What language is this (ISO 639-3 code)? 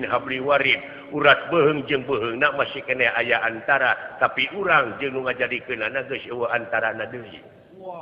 sun